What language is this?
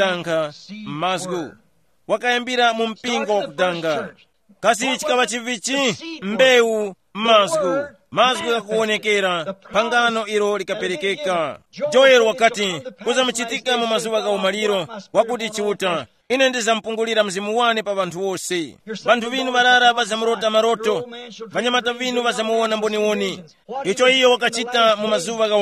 Tumbuka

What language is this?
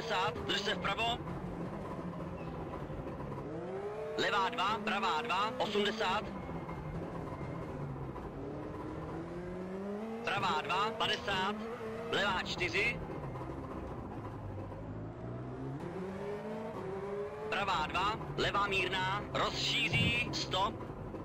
Czech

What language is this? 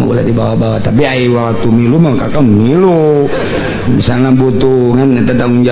Sundanese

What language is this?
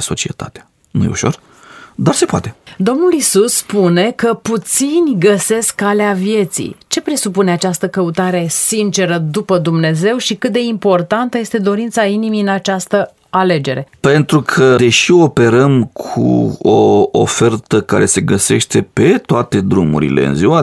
Romanian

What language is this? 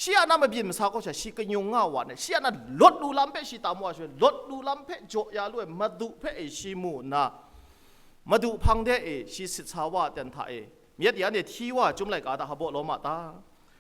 Kachin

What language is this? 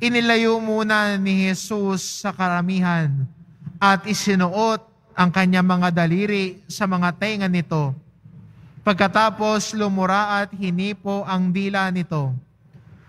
Filipino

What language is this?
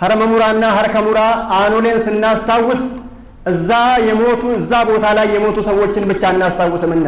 Amharic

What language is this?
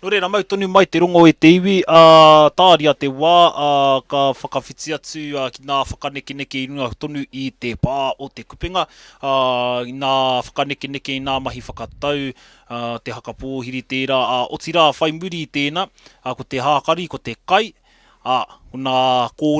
Māori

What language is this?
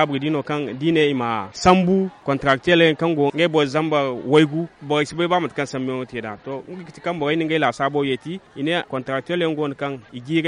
Zarma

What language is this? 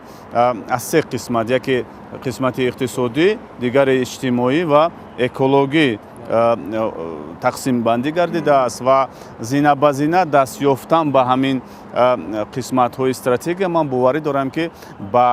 Tajik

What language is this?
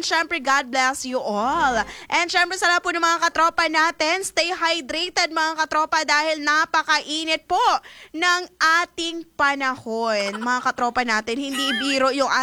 Filipino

